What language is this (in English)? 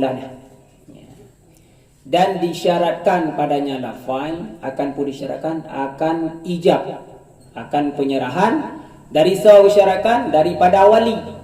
Achinese